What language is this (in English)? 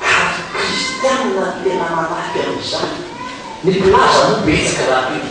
Malagasy